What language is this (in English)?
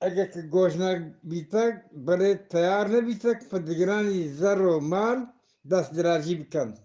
Eastern Balochi